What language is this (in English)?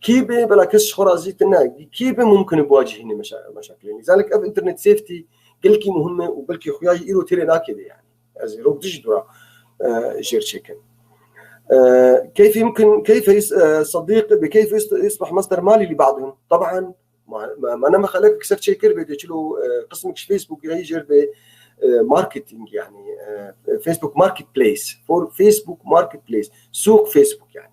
North Levantine Arabic